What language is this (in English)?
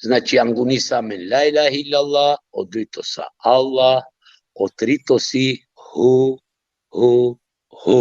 Balkan Romani